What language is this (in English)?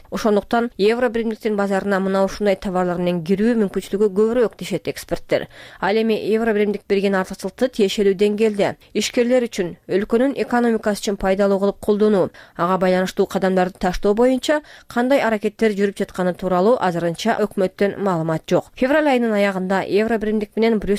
Kyrgyz